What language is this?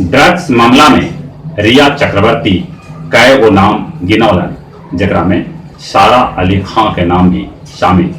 Magahi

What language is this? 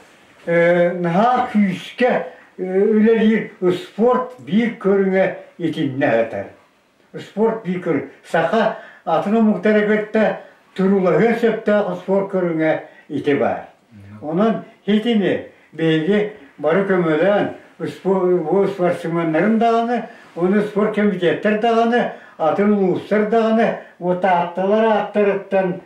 Yakut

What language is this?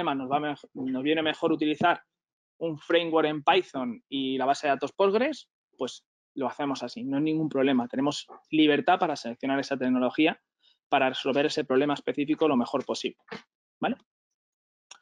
Spanish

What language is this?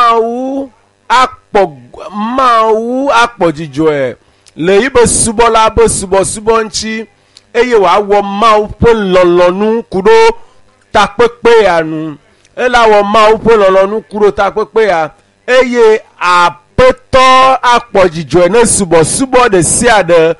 Ewe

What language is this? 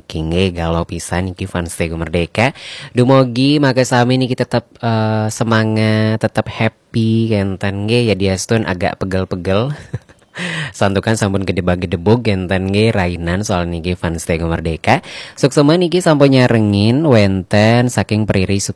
Balinese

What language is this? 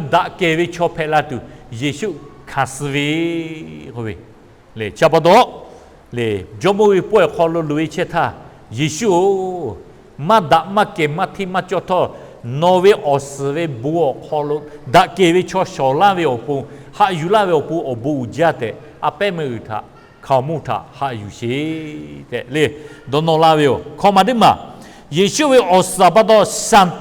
Lahu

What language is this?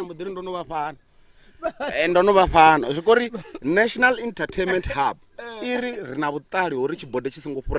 Venda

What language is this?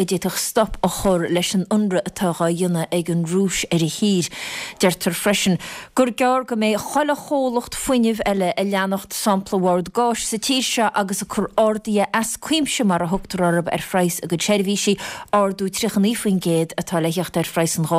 Irish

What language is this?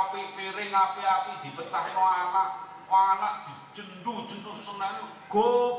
Javanese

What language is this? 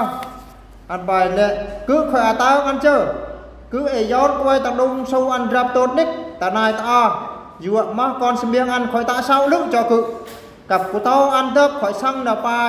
Eastern Bru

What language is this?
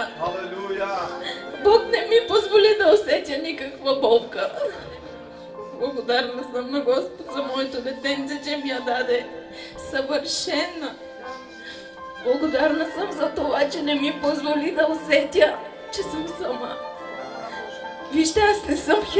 Bulgarian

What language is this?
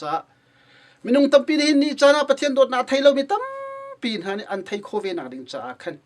Hakha Chin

